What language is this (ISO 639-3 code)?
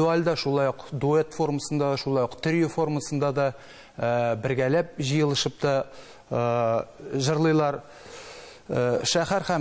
tat